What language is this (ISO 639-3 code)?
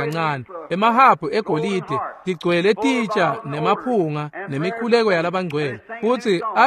ssw